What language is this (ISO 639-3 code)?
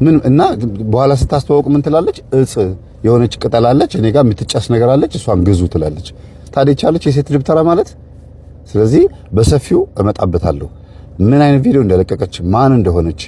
amh